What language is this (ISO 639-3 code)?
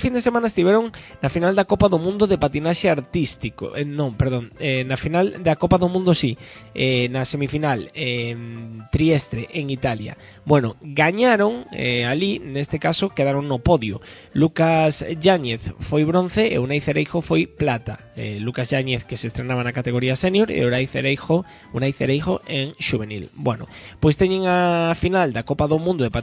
glg